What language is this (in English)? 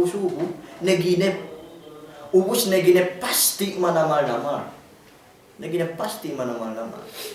Yakan